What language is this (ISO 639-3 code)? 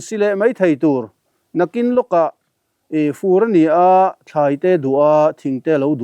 lus